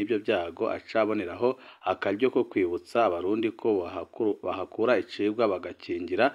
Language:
Rundi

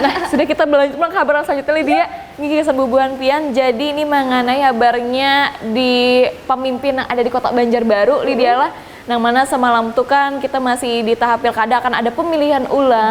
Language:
Banjar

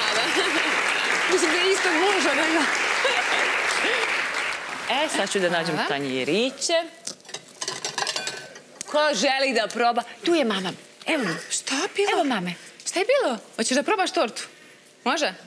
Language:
Serbian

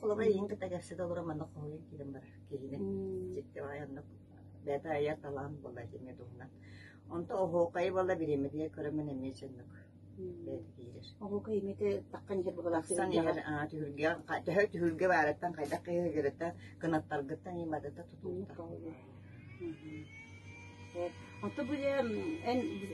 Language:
Yakut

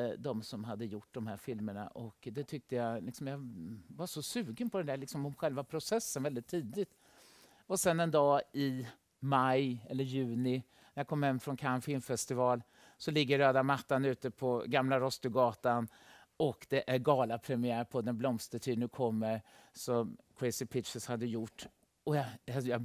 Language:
Swedish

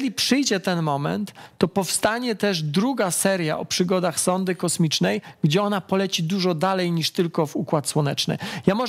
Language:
Polish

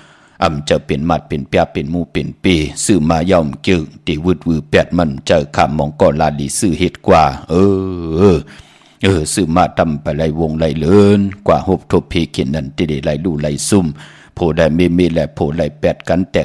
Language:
Shan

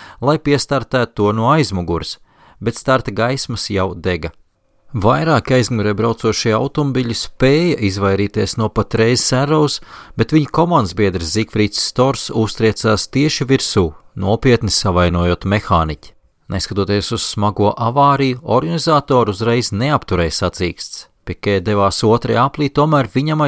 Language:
Latvian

